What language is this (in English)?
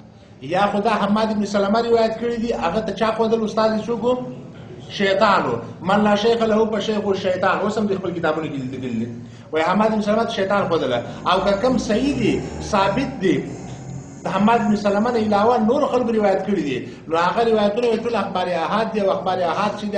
Pashto